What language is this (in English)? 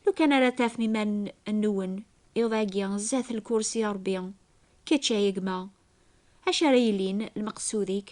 Kabyle